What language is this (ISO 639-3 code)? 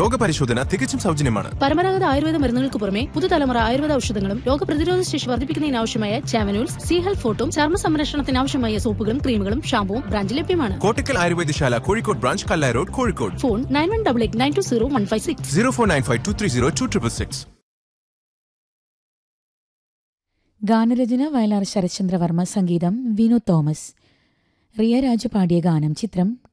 mal